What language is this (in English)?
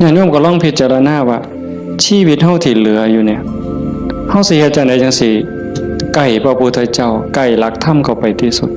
Northeastern Thai